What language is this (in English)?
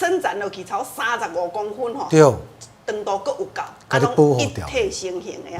Min Nan Chinese